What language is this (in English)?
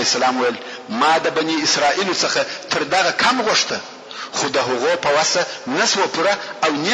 Pashto